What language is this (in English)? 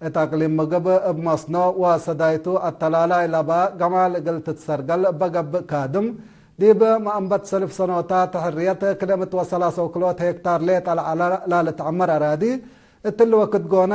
Tigre